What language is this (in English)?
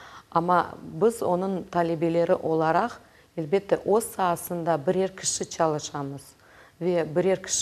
Crimean Tatar